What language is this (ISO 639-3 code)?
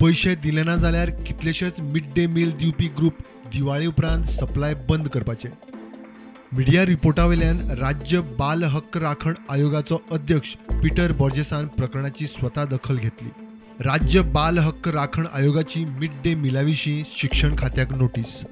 kok